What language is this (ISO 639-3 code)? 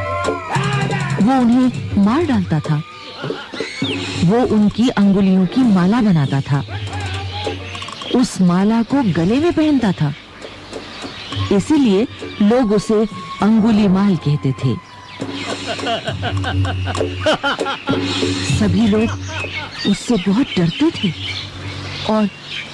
hin